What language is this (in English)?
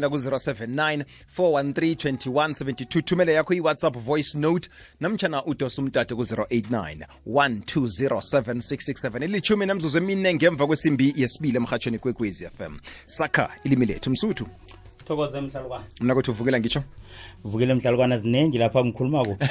South Ndebele